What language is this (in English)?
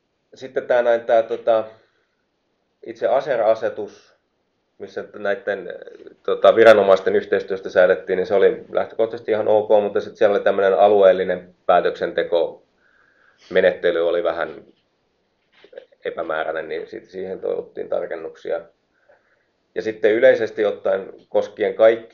Finnish